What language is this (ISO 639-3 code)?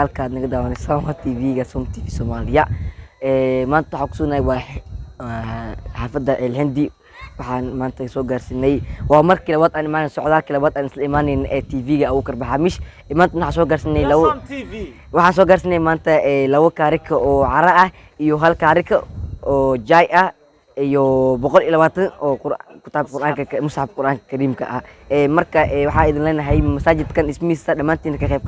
som